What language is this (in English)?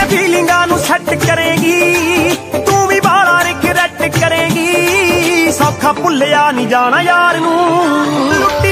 Punjabi